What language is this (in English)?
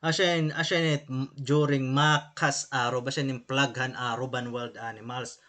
Waray